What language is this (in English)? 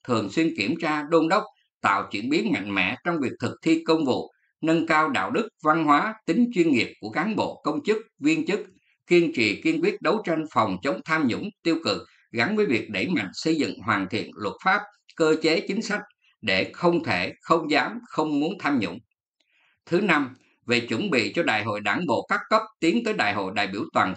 Vietnamese